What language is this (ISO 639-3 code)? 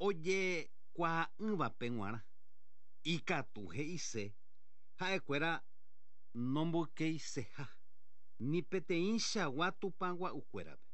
grn